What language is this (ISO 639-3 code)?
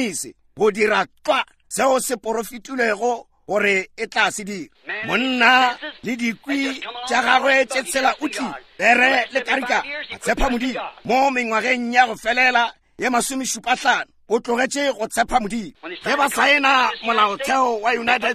nso